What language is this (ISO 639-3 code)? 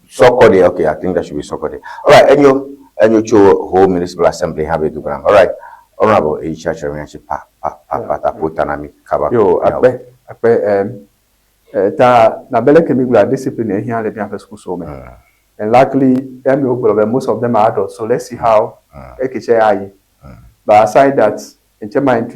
ewe